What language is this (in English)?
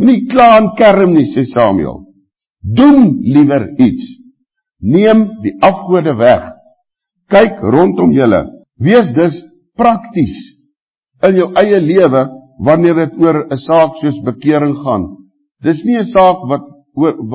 Afrikaans